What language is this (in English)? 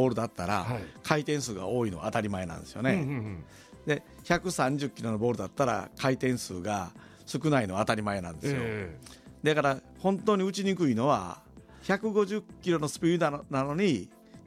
Japanese